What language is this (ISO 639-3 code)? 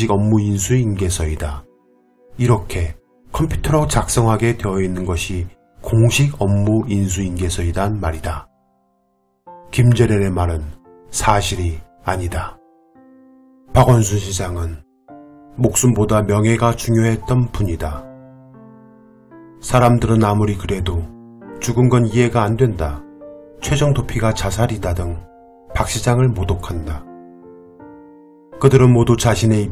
kor